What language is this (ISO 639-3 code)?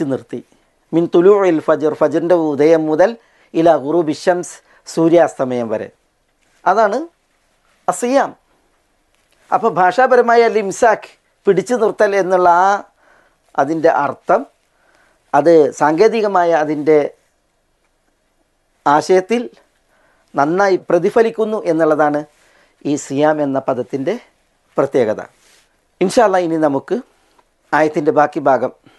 mal